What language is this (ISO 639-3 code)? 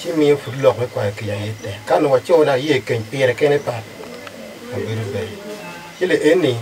ach